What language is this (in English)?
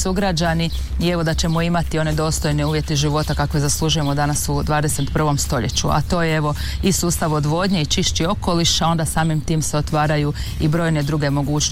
Croatian